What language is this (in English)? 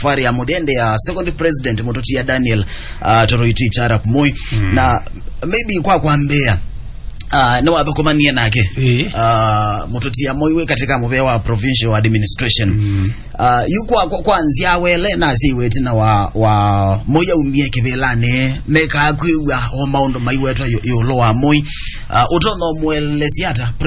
Kamba